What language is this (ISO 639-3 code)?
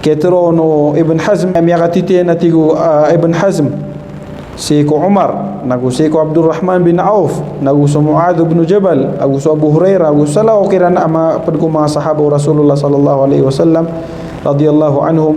mrw